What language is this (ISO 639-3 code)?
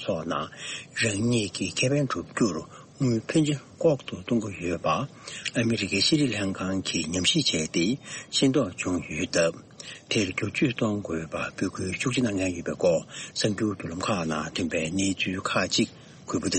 bod